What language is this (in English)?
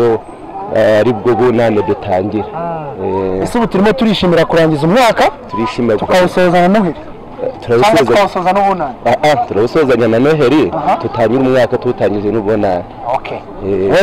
Kinyarwanda